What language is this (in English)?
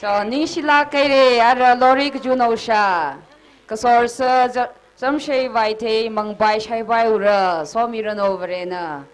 Tangkhul Naga (India)